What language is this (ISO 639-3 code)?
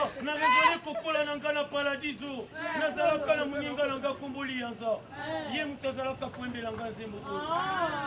lin